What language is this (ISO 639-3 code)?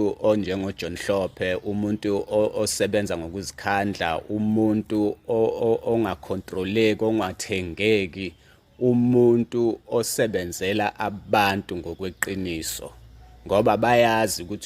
zul